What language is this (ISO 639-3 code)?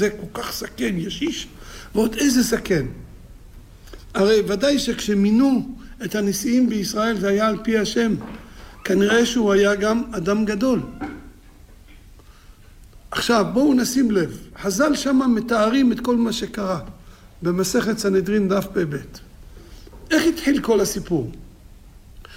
heb